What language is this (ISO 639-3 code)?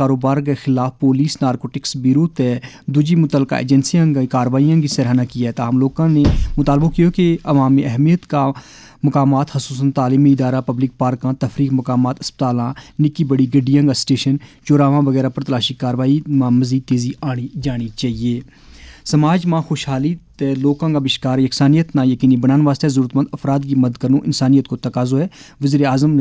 gju